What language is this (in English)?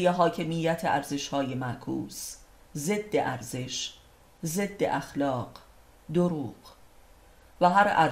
Persian